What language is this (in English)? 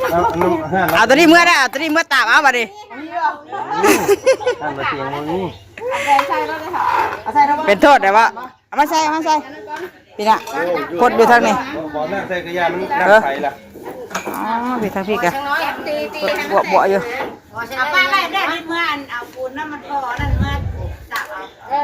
Northeastern Thai